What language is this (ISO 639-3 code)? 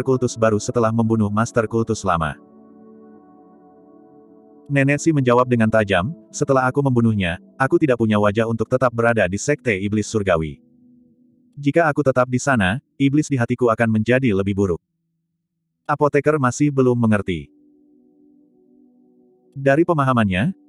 ind